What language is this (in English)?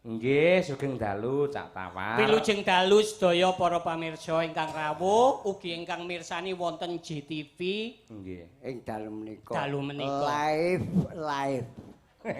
Javanese